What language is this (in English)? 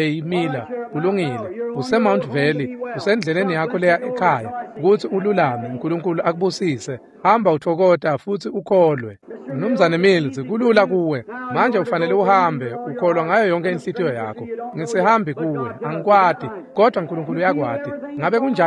Swati